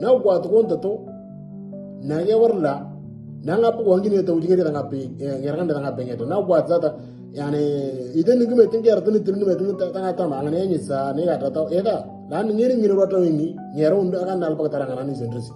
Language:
Moro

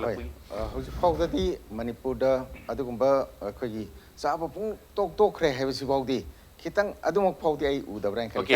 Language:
Manipuri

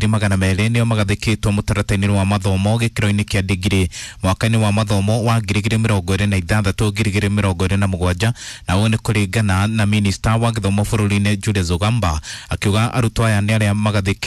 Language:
Kikuyu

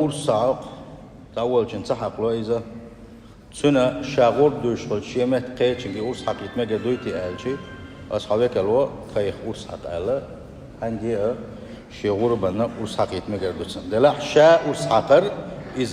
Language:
Chechen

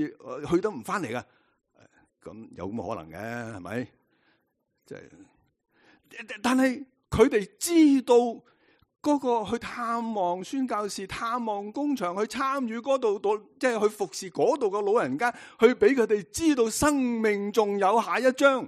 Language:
Cantonese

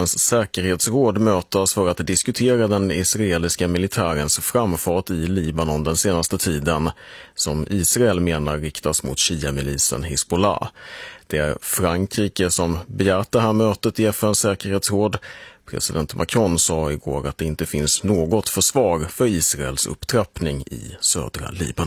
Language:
Swedish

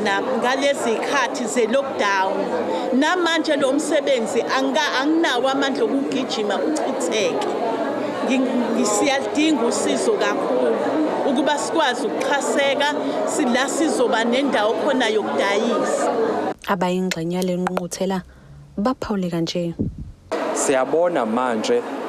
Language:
Zulu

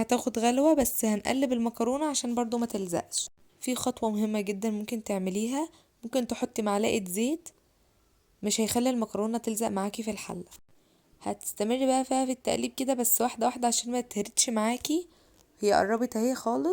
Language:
Egyptian Arabic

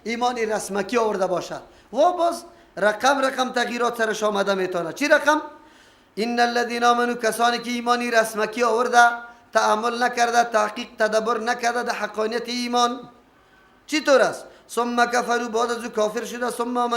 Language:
Persian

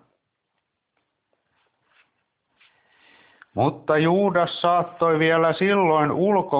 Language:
Finnish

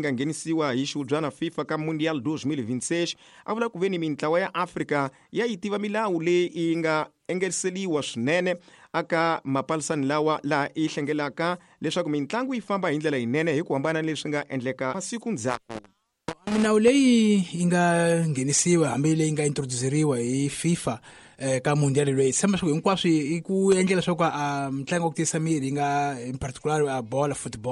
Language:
Tsonga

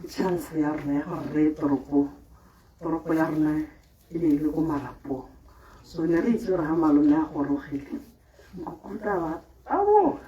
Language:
Tswana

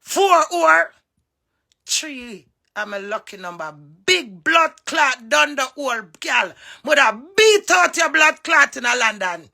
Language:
Jamaican Creole English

